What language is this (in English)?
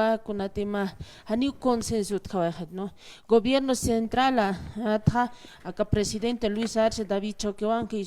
Aymara